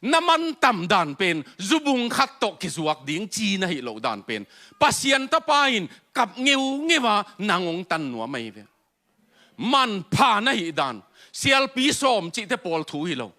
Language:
Tedim Chin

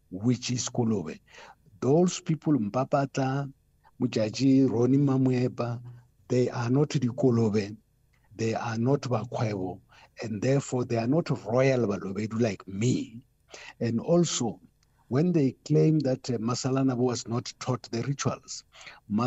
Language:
English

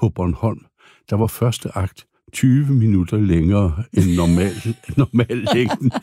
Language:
Danish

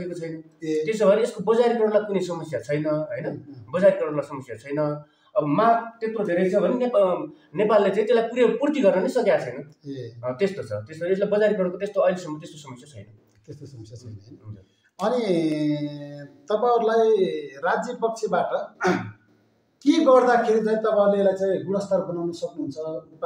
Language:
Nepali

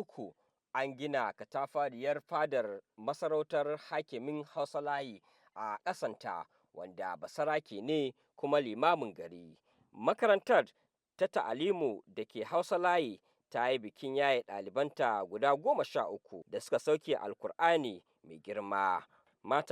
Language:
Hausa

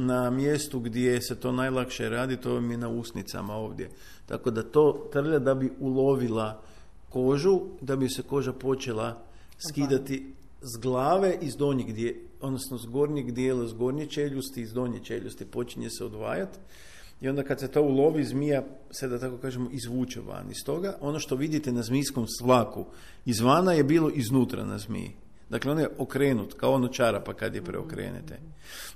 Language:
Croatian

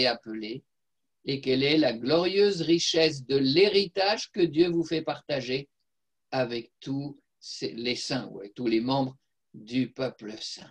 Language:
French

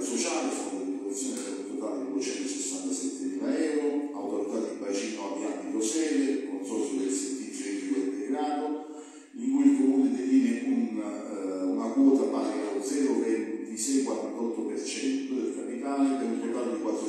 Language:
Italian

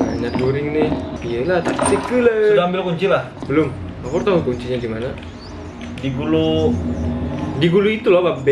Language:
Banjar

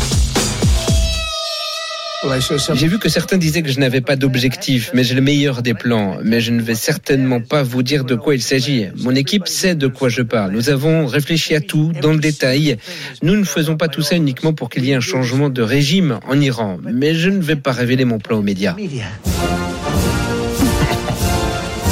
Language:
French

